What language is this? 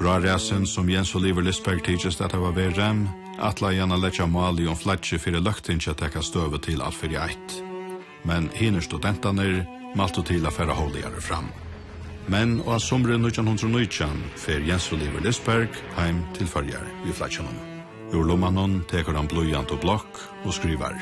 Faroese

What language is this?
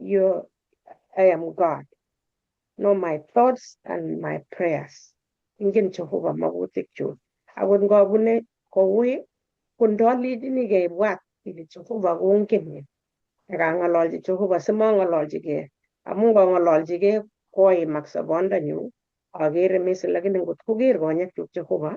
Kalenjin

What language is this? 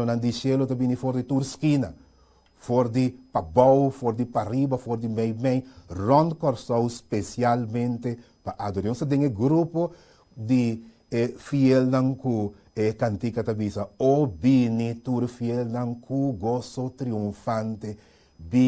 Papiamento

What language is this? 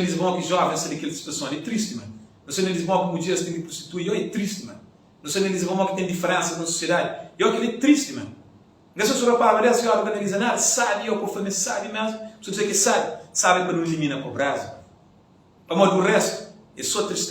Kabuverdianu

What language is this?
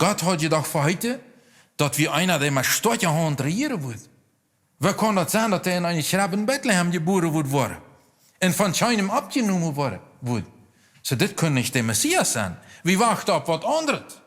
Plautdietsch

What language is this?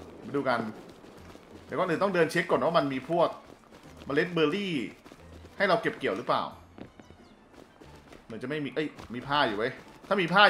Thai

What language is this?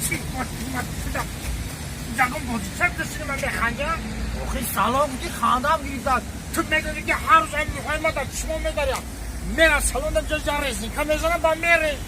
Tajik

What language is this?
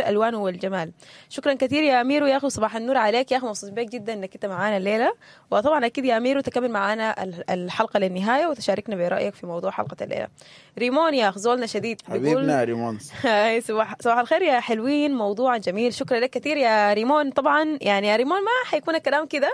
Sudanese Arabic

